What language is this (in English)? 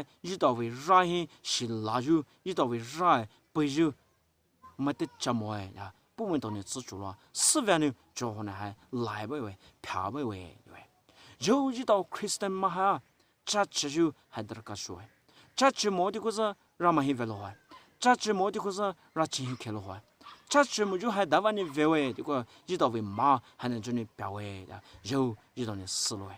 Poumei Naga